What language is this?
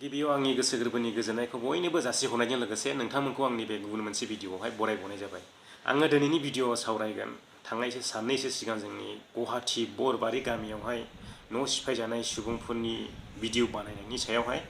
Bodo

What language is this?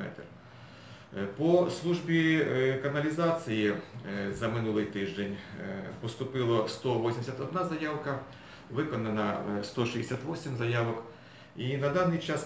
Ukrainian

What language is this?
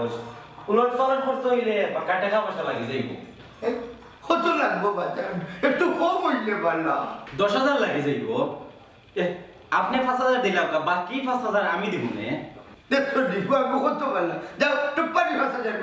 Sylheti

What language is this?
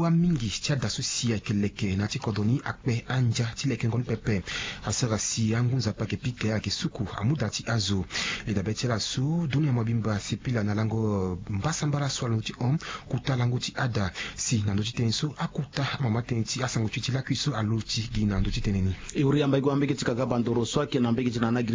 Sango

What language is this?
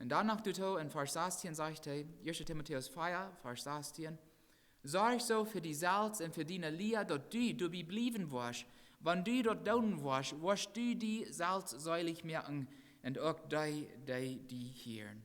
Plautdietsch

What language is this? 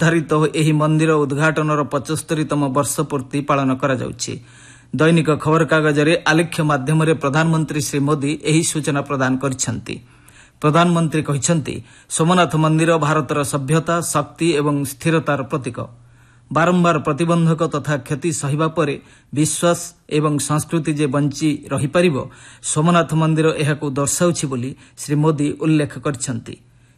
Odia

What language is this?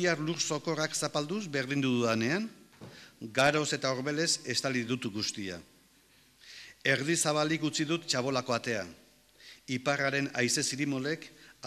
Basque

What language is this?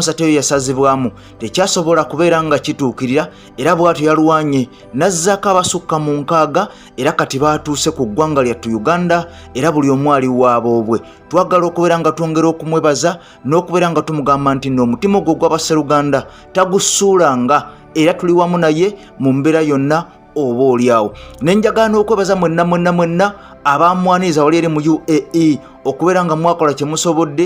Ganda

